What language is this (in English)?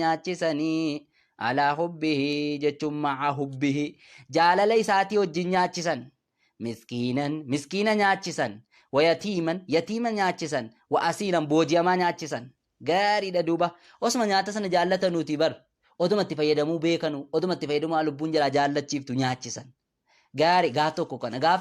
Oromo